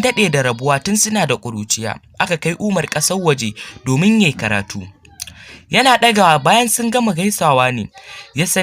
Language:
Hausa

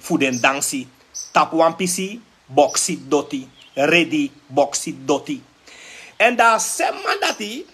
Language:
Sranan Tongo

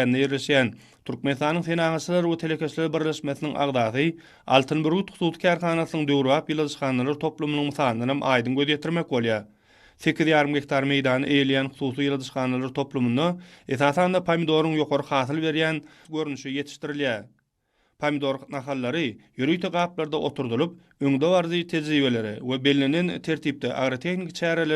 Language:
Turkmen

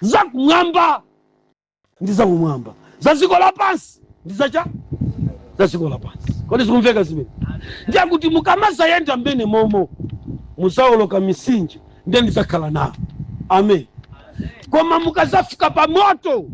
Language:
Nyanja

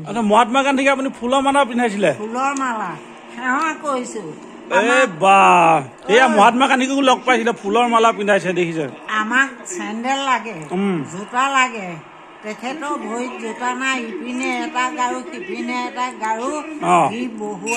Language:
Assamese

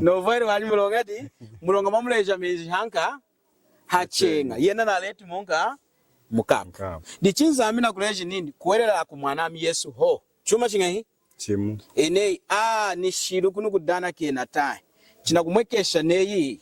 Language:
Lunda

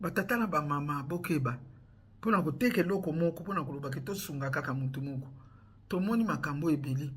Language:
Lingala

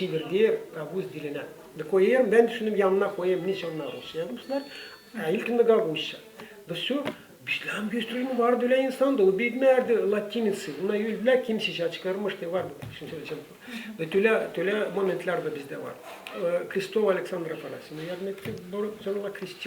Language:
Gagauz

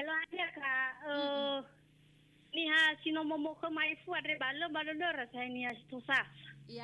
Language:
Nias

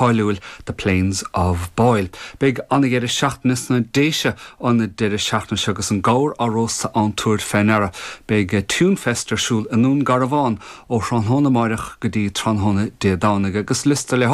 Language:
Irish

